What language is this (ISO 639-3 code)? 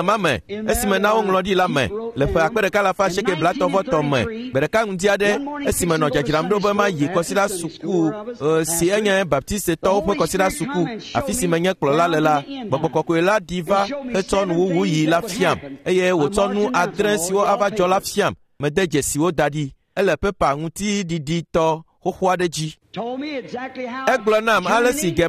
ewe